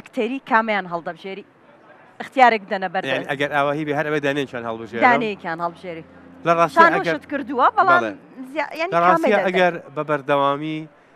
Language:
Central Kurdish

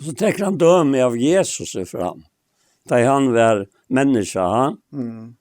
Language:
Faroese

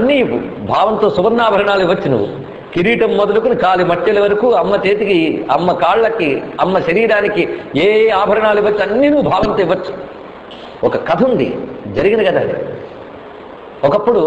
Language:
Telugu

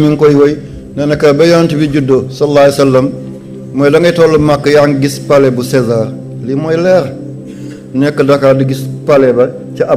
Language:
Wolof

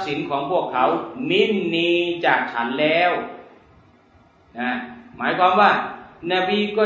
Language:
Thai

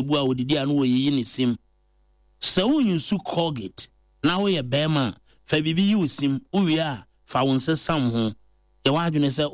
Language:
Akan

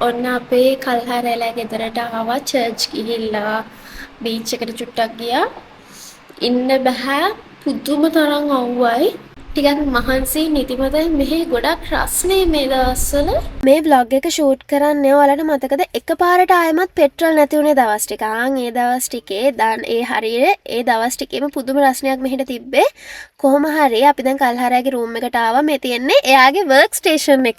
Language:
Sinhala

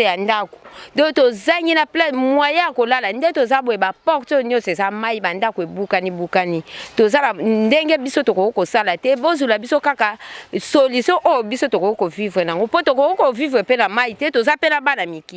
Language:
Lingala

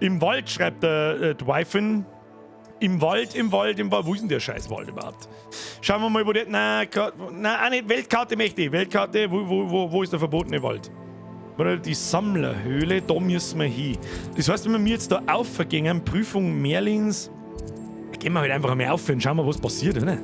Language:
Bavarian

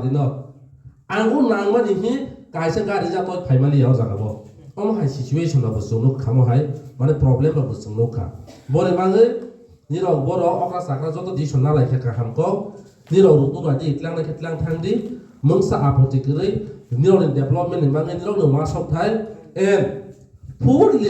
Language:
Riang (India)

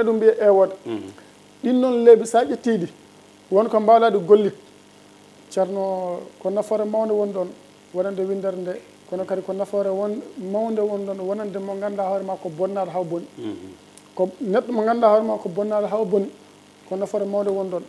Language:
Fula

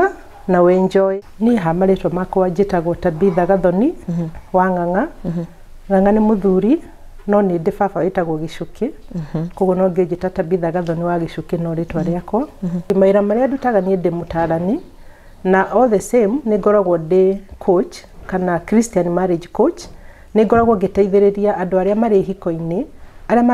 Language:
Kikuyu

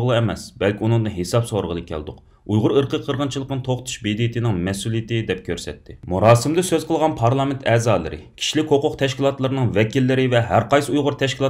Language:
Uyghur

